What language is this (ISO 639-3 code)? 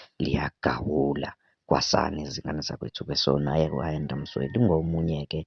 zul